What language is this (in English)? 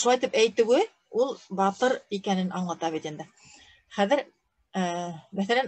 Bashkir